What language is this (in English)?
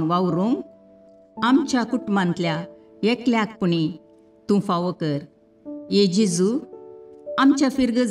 Konkani